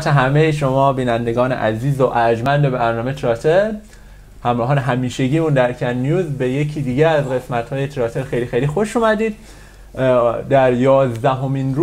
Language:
Persian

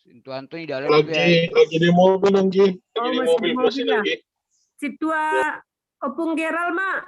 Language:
Batak Simalungun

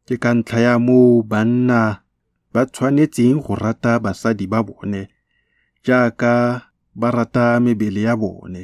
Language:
Tswana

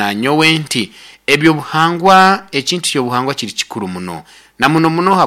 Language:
Nyoro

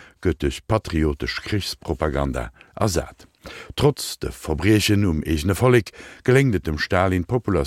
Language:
Luxembourgish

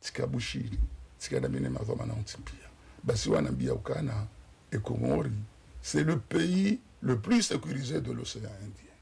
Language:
Ngazidja Comorian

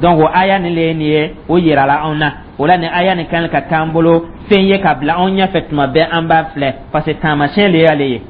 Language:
Dyula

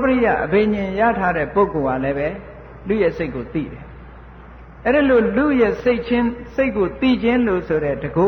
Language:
Burmese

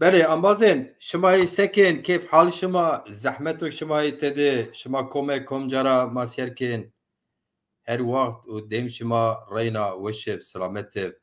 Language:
Zaza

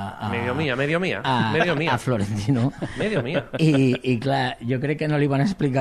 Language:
Catalan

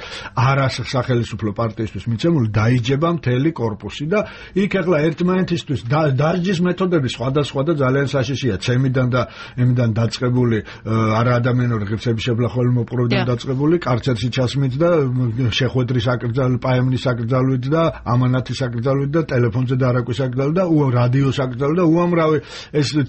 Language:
Georgian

